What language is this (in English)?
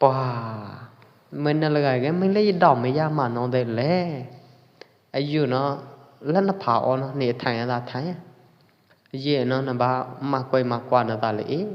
Pwo Eastern Karen